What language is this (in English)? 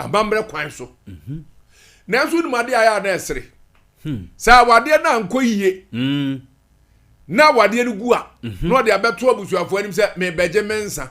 Akan